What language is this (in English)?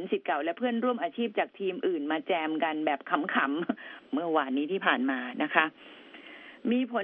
Thai